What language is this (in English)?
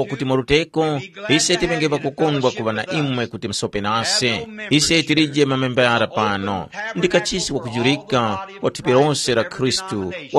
Tumbuka